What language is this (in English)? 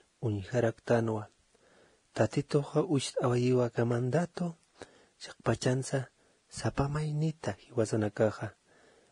Aymara